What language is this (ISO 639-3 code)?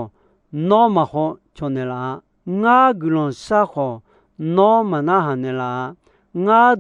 ahk